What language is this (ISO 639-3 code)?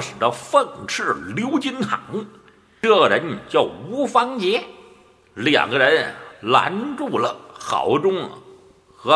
zho